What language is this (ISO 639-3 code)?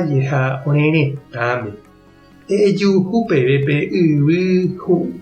grn